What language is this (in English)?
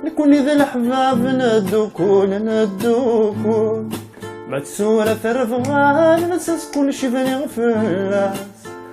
Kabyle